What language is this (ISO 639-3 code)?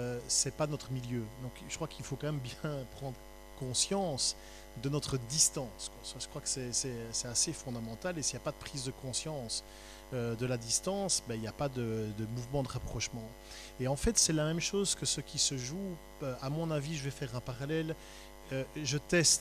fra